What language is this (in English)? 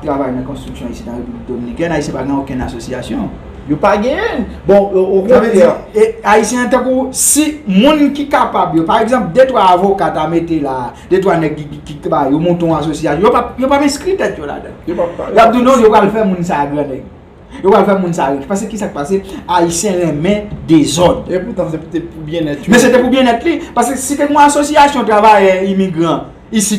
Haitian Creole